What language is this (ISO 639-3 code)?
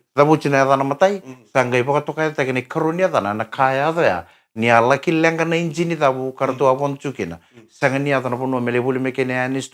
fij